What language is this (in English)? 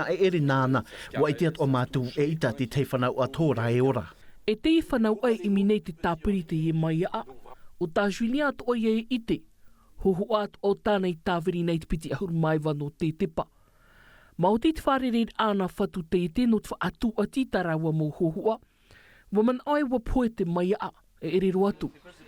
Tahitian